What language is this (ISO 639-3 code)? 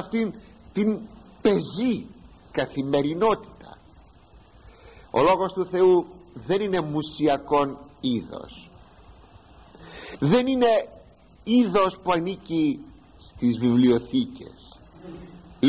ell